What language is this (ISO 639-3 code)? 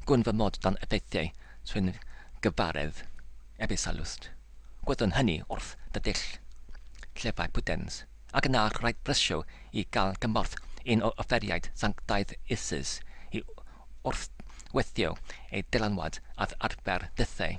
cym